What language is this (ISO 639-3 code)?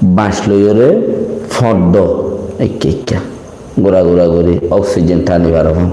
rhg